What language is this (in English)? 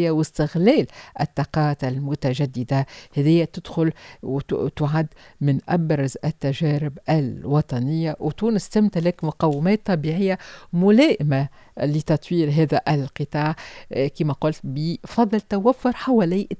Tunisian Arabic